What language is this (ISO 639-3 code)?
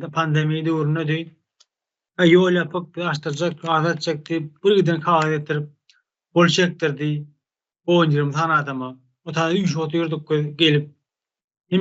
tuk